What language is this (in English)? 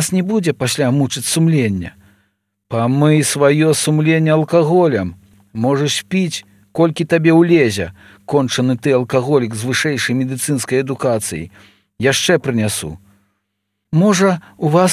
Belarusian